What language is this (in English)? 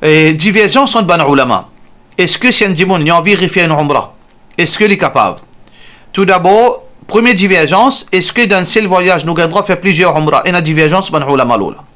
Morisyen